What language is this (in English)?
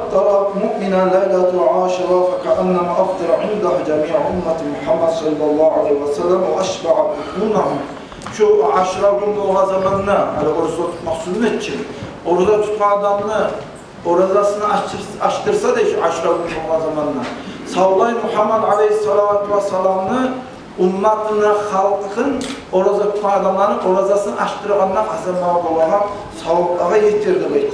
Kumyk